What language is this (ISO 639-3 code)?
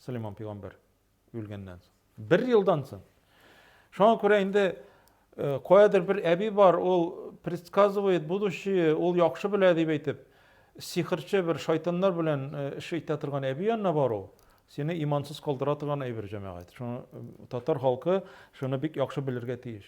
tat